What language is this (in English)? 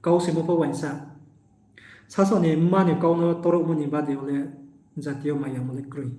Riang (India)